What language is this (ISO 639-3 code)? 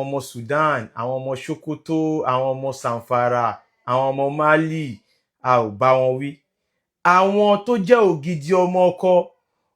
yor